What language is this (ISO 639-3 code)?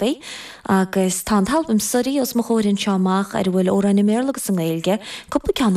gle